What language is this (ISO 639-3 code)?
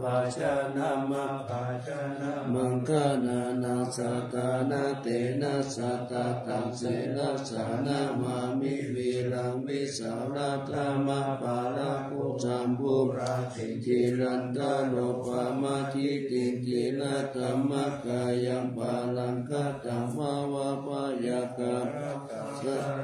pli